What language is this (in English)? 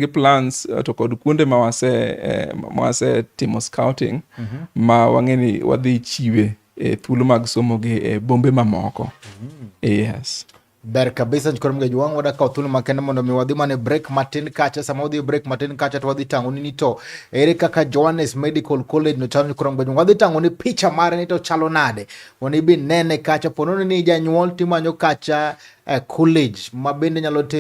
Luo (Kenya and Tanzania)